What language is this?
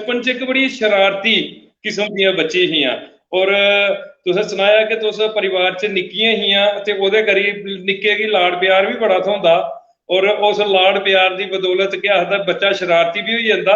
Dogri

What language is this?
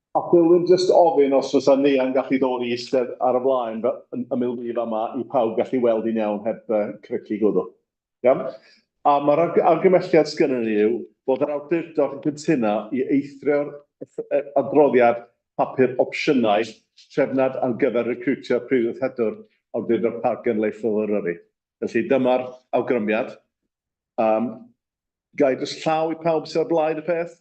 Welsh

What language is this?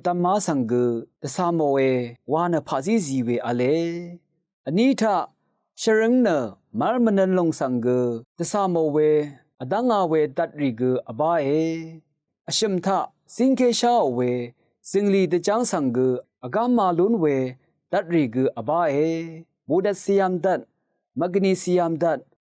Rawang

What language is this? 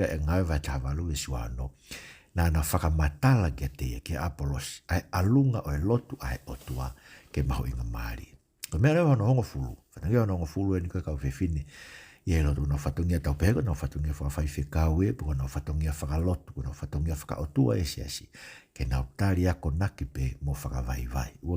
Tongan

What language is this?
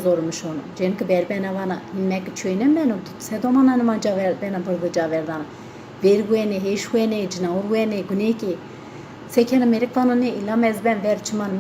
Zaza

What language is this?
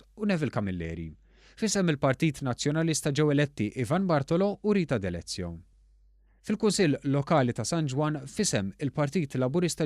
Maltese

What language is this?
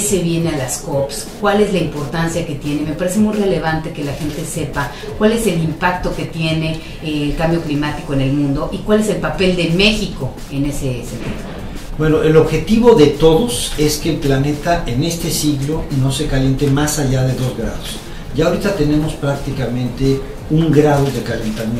Spanish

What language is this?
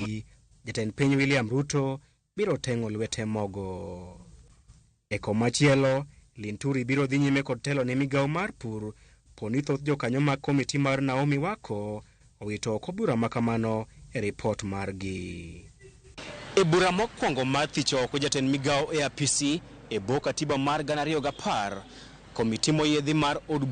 Luo (Kenya and Tanzania)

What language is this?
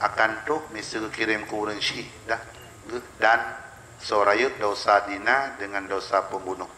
Achinese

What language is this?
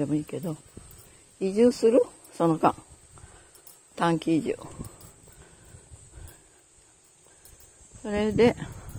Japanese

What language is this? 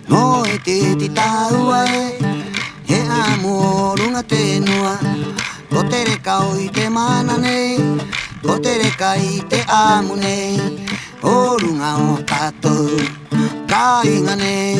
Rapanui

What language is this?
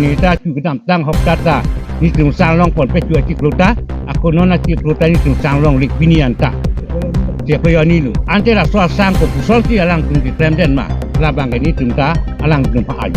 Karbi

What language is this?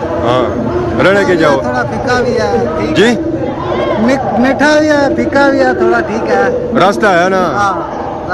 Pahari-Potwari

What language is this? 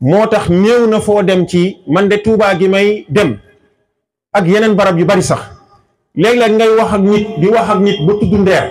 Wolof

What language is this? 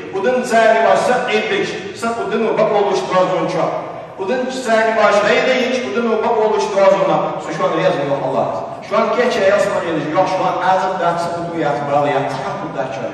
Ingush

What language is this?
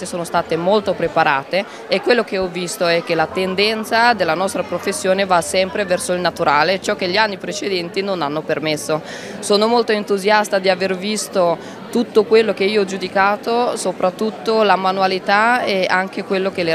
Italian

